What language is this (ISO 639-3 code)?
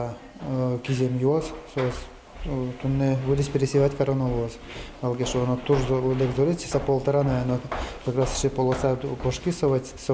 udm